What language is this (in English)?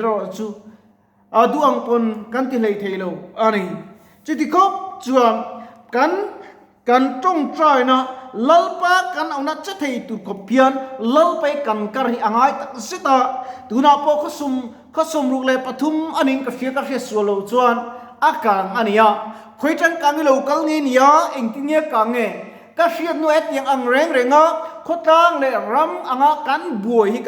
Mizo